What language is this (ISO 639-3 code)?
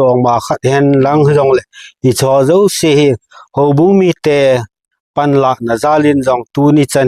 tcz